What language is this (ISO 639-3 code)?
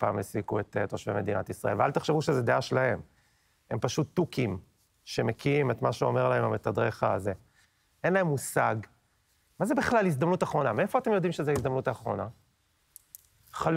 heb